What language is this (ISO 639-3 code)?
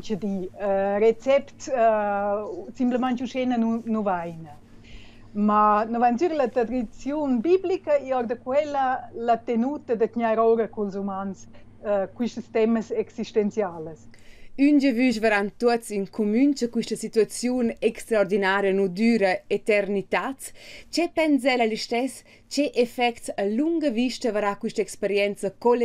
roh